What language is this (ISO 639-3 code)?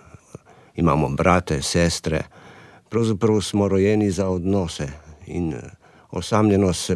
slv